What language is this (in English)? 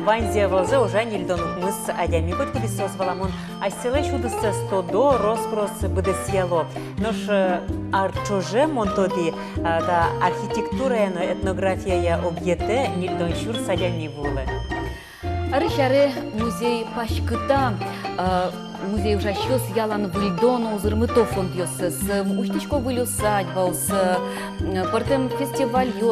Udmurt